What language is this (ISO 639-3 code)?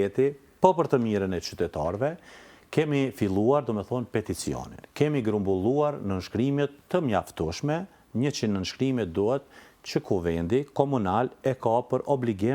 sqi